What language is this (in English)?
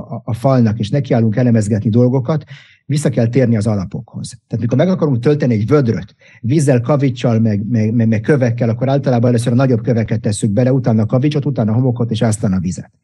Hungarian